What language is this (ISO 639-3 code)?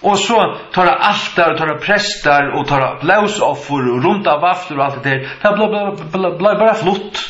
fao